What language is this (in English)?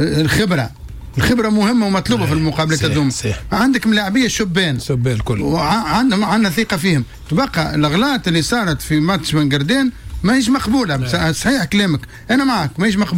Tunisian Arabic